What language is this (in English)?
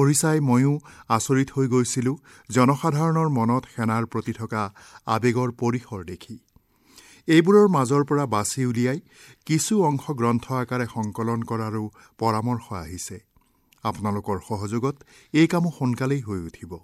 Assamese